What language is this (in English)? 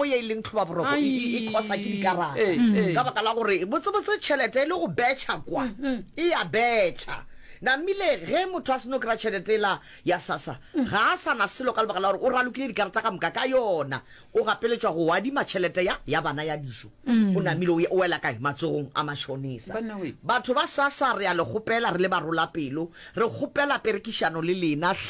Northern Sotho